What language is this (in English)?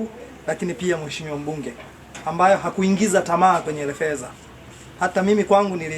Swahili